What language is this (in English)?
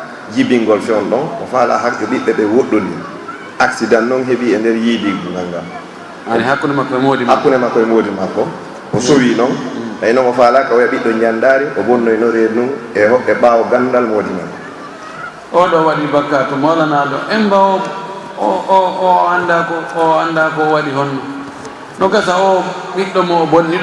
Fula